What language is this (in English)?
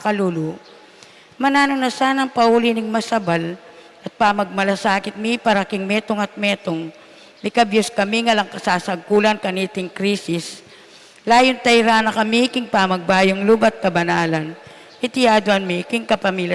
Pampanga